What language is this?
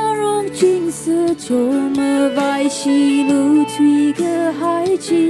Tangkhul Naga (India)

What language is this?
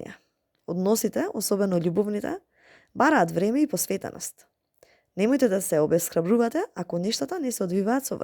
Macedonian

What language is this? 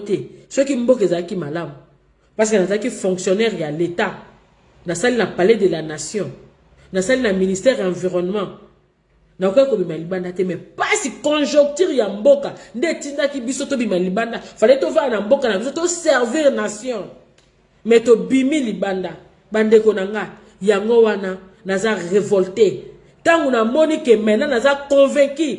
Lingala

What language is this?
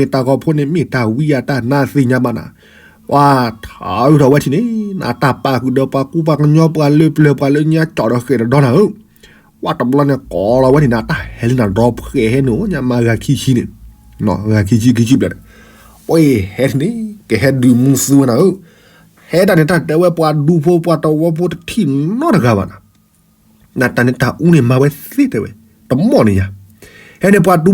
S'gaw Karen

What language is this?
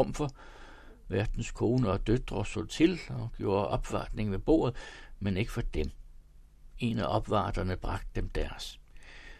Danish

